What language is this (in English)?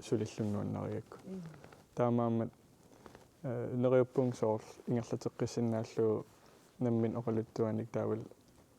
Kalaallisut